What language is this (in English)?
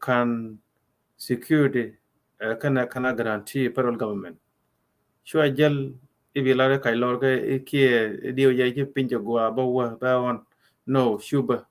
Nuer